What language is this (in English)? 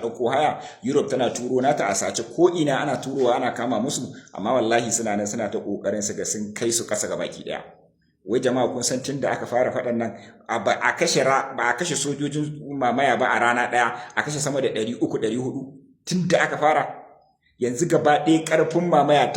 Hausa